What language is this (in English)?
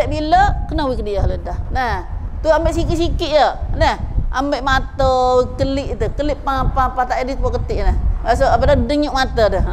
Malay